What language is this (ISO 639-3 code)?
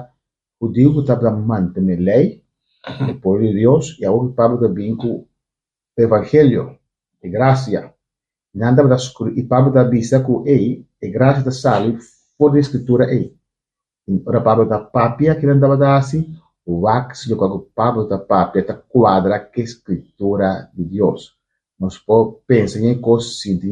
pap